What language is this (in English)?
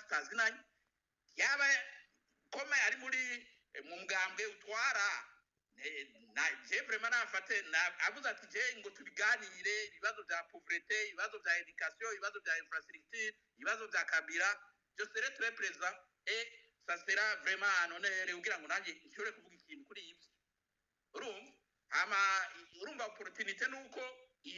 Rundi